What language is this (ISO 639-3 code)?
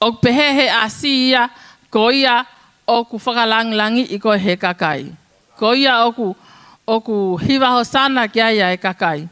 ton